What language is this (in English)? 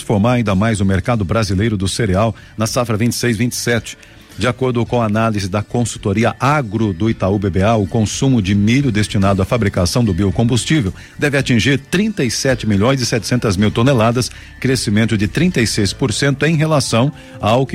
Portuguese